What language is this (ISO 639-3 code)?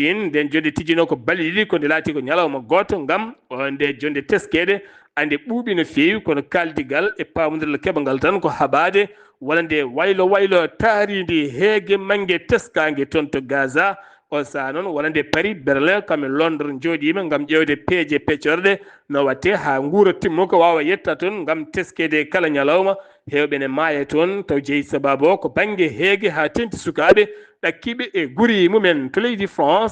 ful